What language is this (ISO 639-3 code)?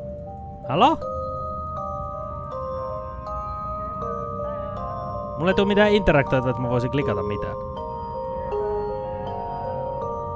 fin